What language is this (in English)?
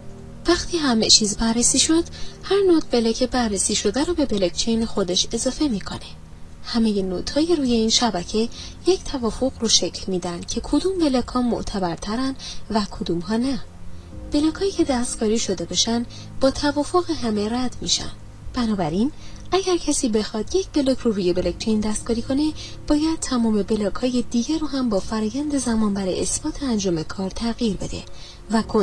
Persian